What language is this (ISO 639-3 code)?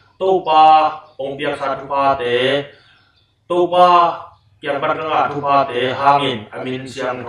ctd